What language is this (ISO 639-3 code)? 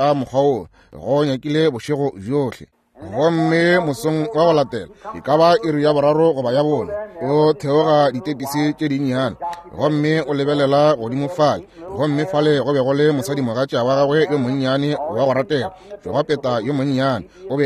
nso